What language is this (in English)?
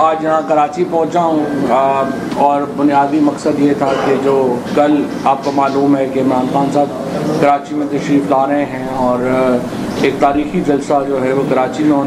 Urdu